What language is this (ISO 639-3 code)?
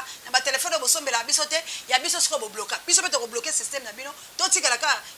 lin